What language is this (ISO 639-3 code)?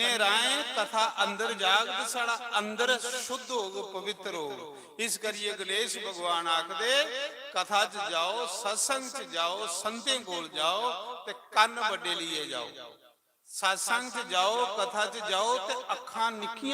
doi